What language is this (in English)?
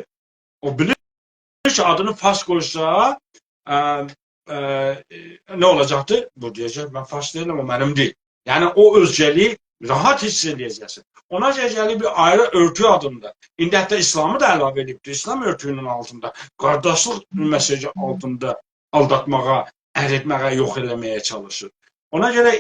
South Azerbaijani